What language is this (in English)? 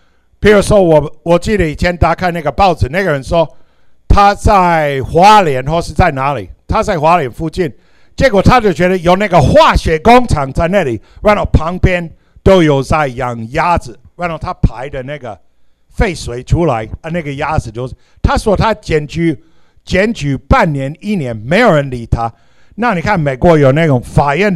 Chinese